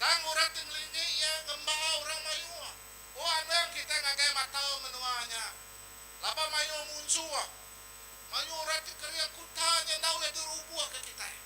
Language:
Iban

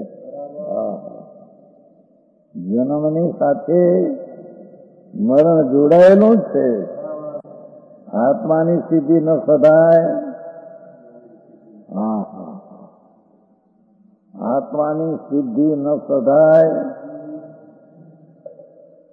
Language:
Gujarati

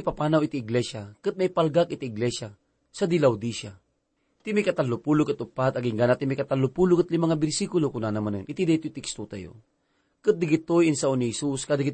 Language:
Iloko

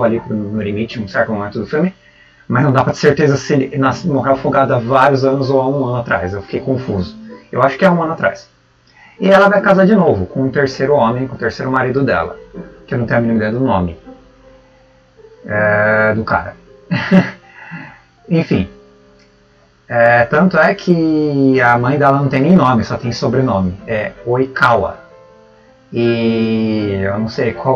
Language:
Portuguese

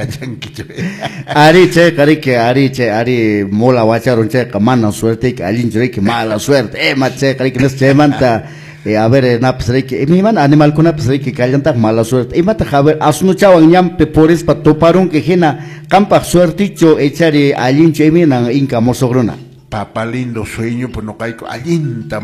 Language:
Quechua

